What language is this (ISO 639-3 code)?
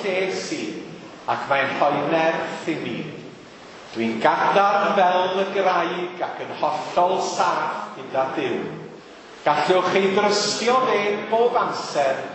cym